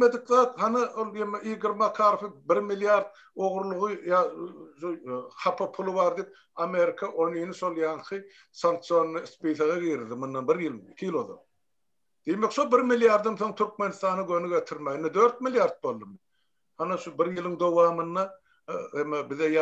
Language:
Turkmen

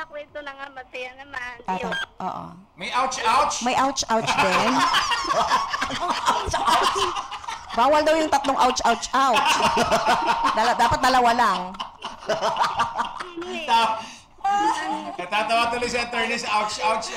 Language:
Filipino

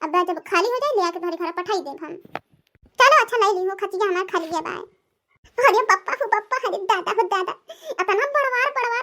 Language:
Bhojpuri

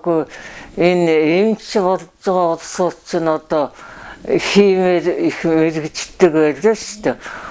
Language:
Mongolian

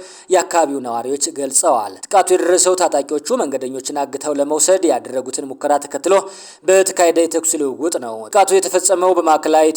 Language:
Amharic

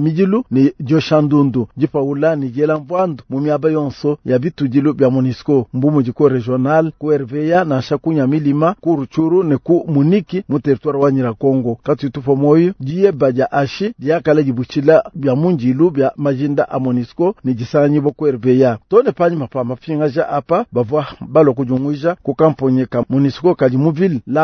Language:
Luba-Lulua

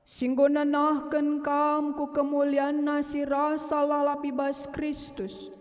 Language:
Batak Karo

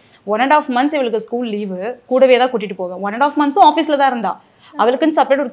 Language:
Tamil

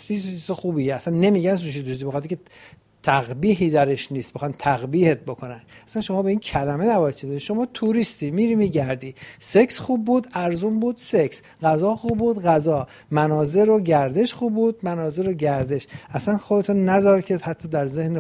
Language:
Persian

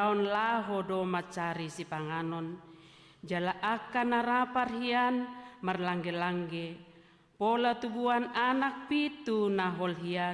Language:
Batak Toba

